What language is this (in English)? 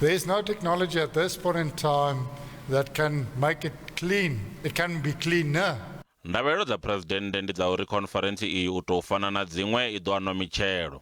Venda